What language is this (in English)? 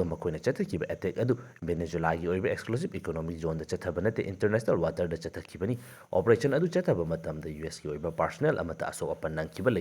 Manipuri